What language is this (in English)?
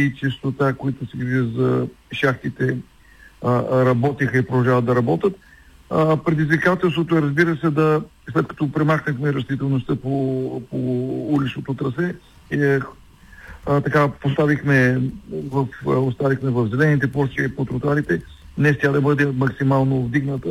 Bulgarian